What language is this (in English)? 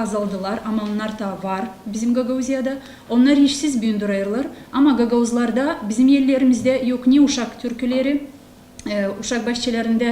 Gagauz